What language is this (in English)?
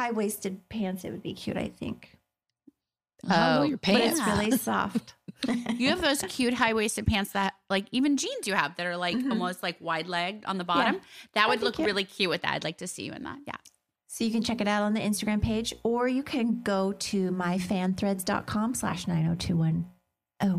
English